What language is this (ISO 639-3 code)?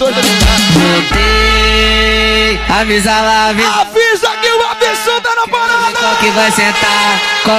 por